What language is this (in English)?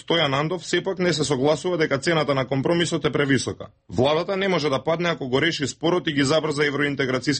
Macedonian